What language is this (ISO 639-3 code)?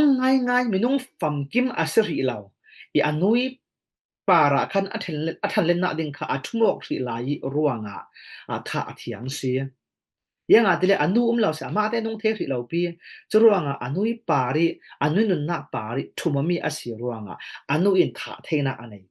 cfm